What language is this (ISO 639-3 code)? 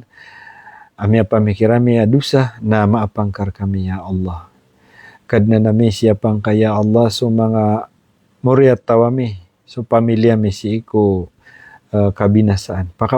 mrw